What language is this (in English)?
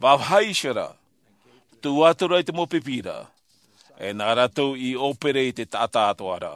Tahitian